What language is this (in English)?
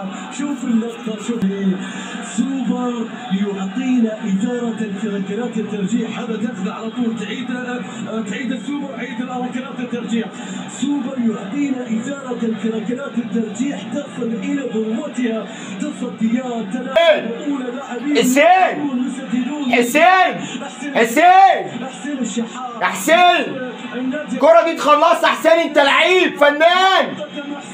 Egyptian Arabic